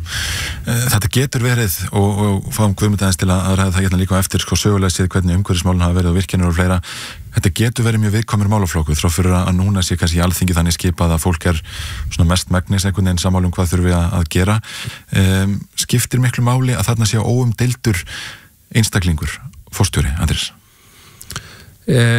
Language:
Icelandic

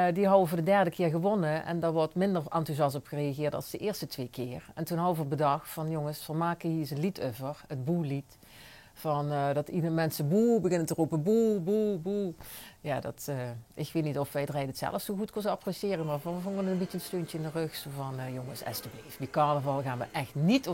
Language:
Limburgish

